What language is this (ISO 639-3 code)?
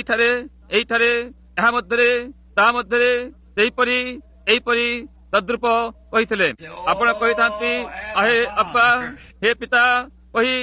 ori